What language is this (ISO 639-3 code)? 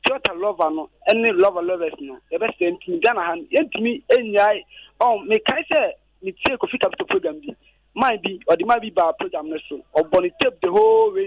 aka